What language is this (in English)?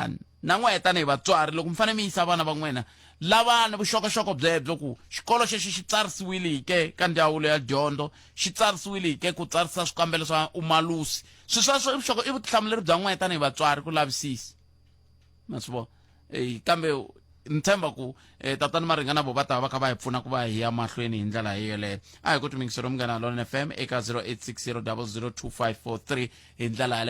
Tsonga